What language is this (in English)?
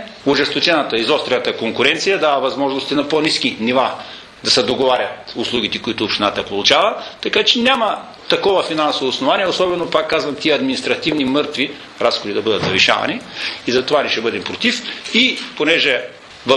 Bulgarian